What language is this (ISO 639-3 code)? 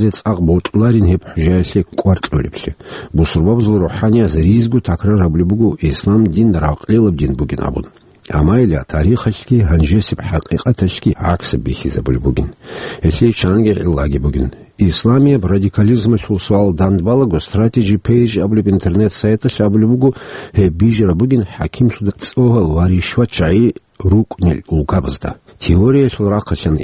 ava